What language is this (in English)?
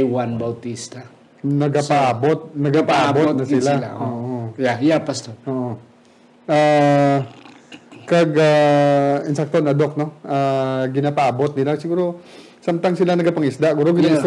Hiligaynon